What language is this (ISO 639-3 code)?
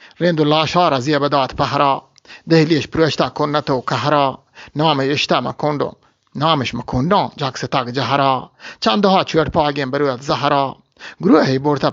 bgp